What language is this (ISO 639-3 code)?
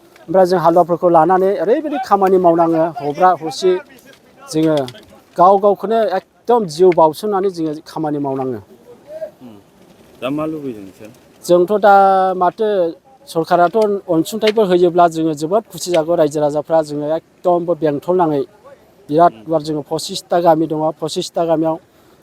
brx